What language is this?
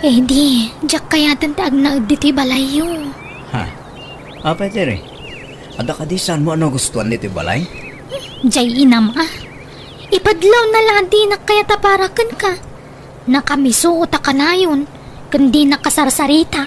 Iloko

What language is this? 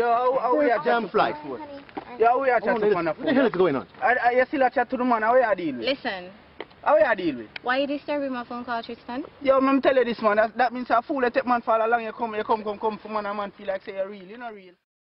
Jamaican Creole English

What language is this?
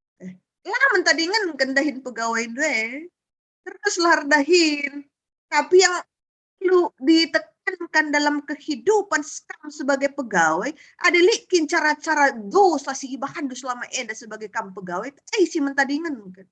Batak Karo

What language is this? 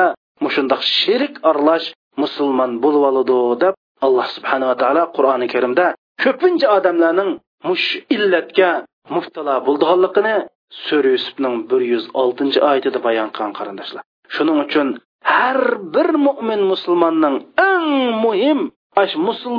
Uyghur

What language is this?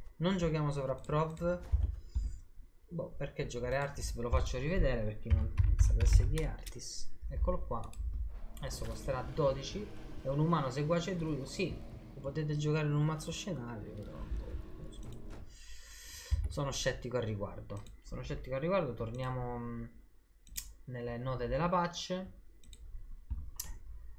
Italian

